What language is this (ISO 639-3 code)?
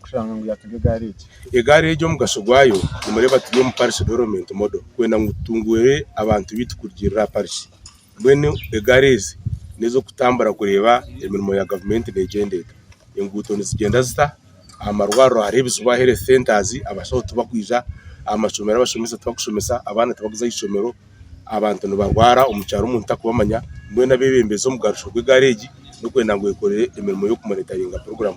nyn